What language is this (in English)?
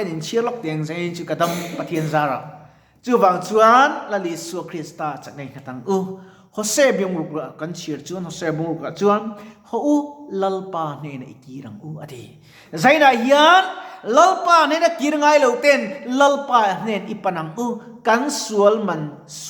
Mizo